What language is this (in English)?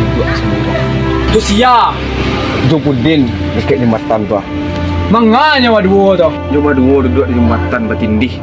Minangkabau